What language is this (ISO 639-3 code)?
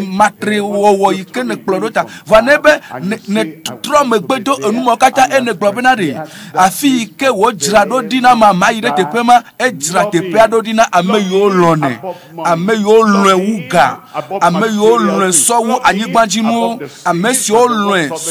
ewe